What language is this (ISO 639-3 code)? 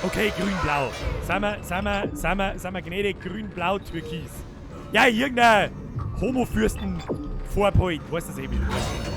bar